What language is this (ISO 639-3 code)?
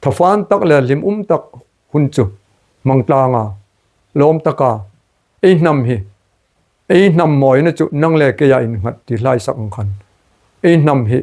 hmr